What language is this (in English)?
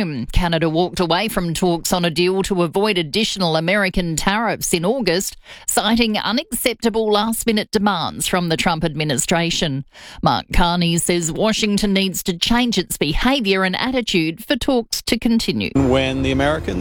English